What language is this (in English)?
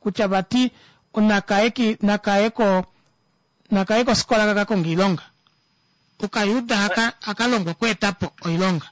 Kuanyama